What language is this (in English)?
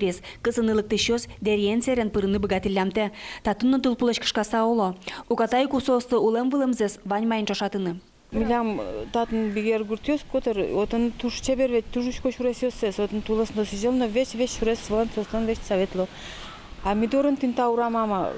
Udmurt